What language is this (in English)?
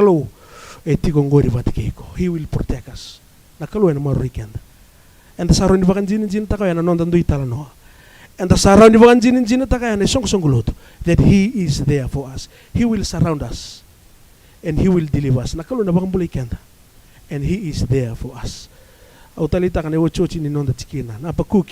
Fijian